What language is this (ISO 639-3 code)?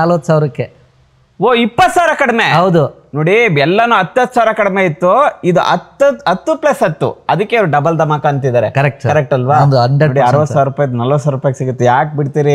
kan